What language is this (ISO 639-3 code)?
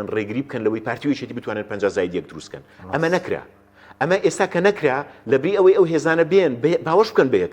ckb